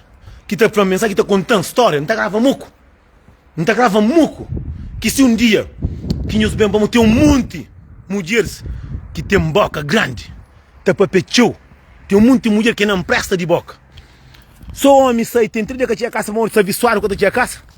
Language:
Kabuverdianu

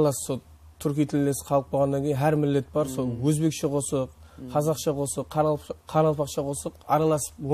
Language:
Kara-Kalpak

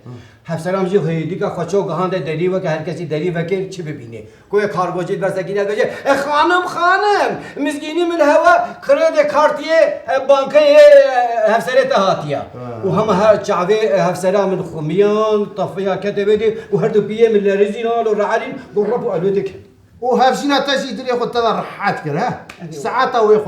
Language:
Kurdish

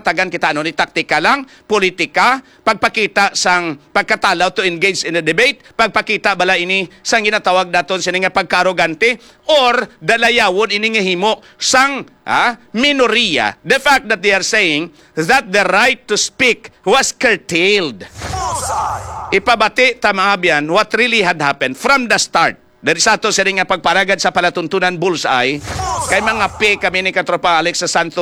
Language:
Hiligaynon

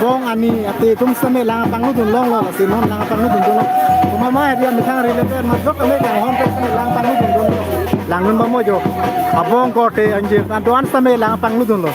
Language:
Karbi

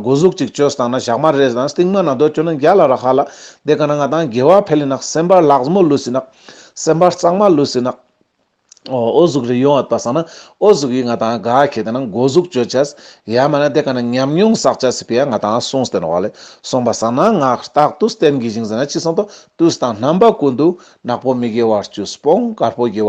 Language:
Ladakhi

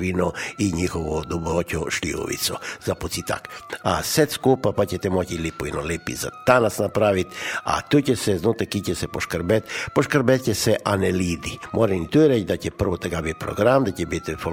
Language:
Croatian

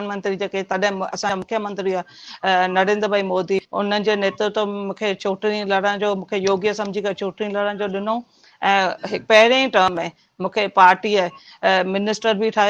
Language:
Sindhi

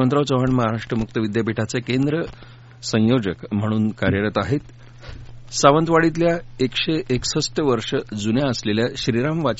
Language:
Marathi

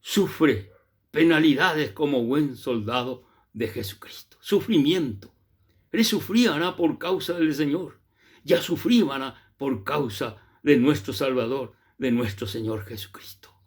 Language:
Guarani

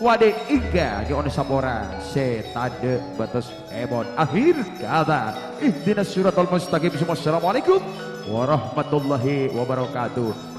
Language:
Madurese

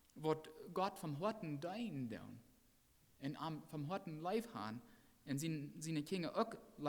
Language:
Plautdietsch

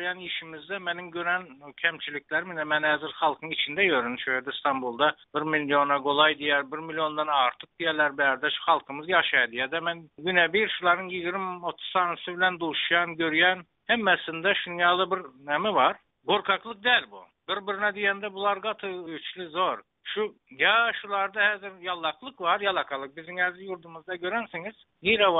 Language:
Turkmen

